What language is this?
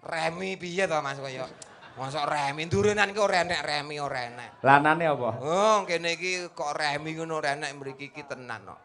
Javanese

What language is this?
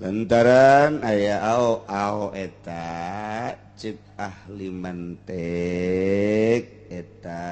Sundanese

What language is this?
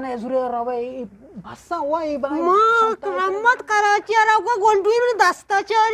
Eastern Balochi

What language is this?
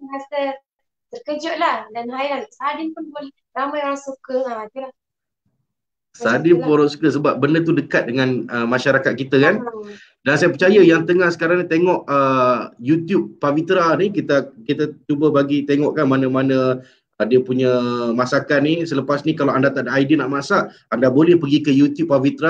Malay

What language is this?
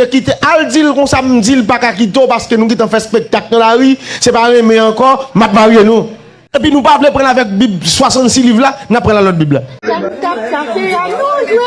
Haitian Creole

